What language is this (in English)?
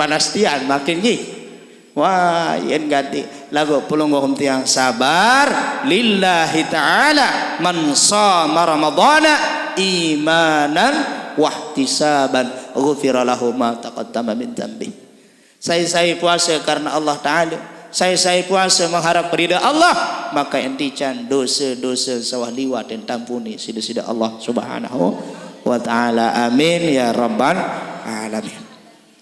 Sasak